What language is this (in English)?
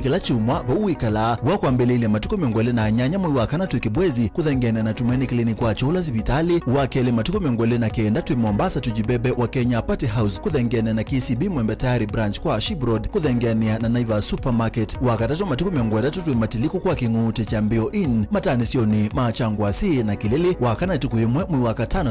Kamba